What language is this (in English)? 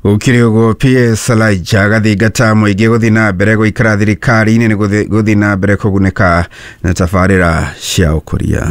Kikuyu